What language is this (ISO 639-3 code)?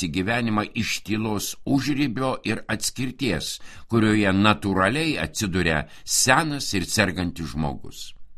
lit